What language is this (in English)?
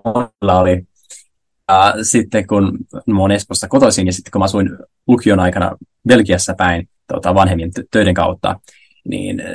Finnish